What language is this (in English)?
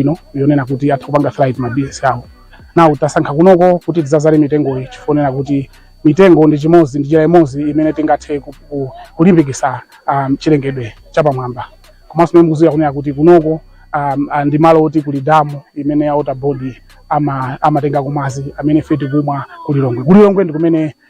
Nyanja